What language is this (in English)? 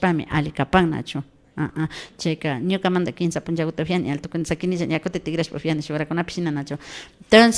Imbabura Highland Quichua